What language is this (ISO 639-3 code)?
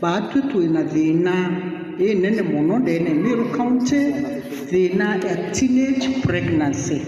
mer